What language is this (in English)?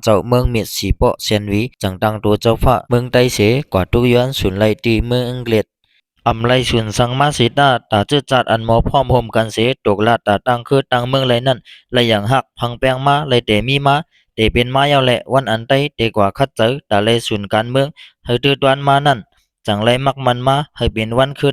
Shan